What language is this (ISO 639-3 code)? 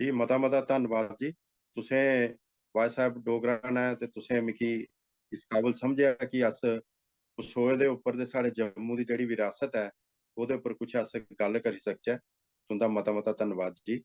doi